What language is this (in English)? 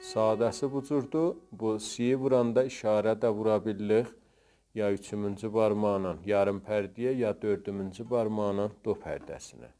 South Azerbaijani